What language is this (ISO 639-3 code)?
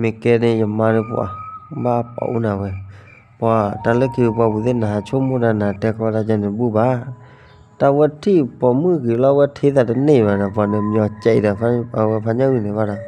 ksw